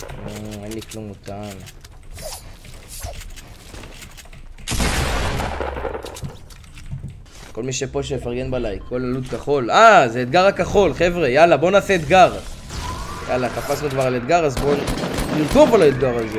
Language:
Hebrew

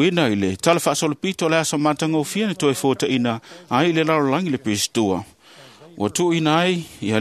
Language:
Samoan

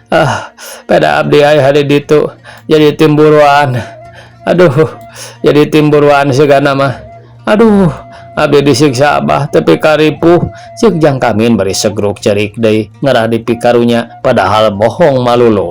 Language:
Sundanese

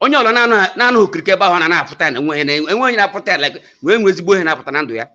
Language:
Igbo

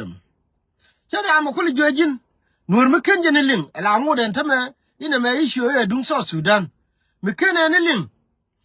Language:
Nuer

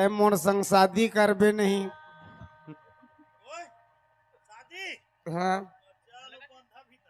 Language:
Chhattisgarhi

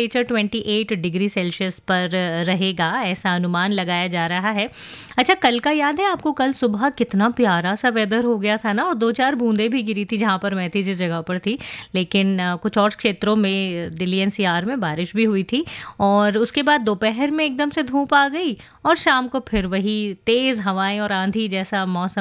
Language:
Hindi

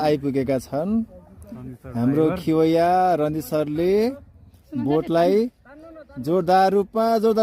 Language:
Nepali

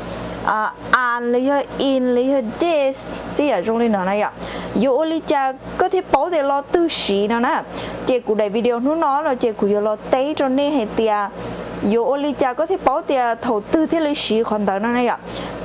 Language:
Hmong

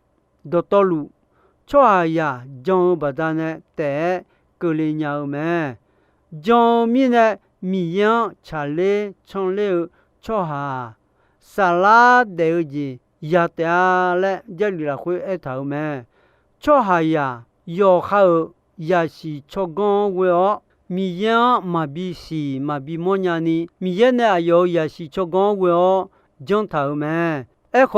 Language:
Akha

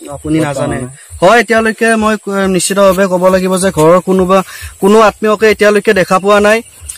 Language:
Assamese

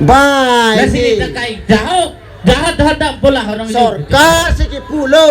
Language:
Karbi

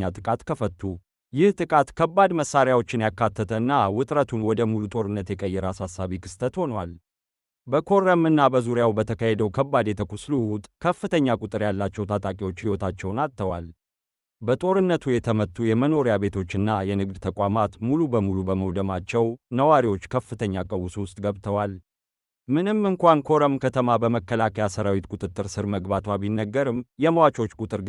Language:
Amharic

